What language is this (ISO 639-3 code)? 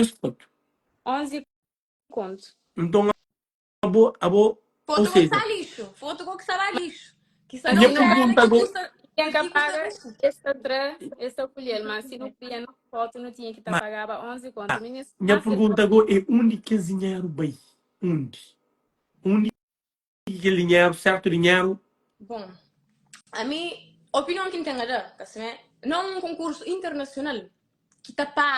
kea